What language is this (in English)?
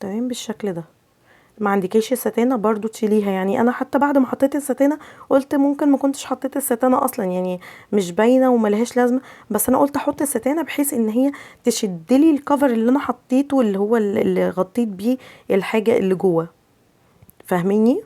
Egyptian Arabic